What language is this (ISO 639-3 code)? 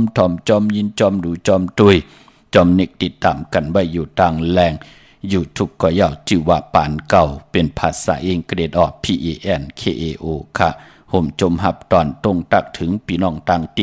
shn